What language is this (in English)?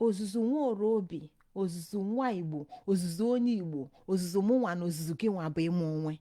Igbo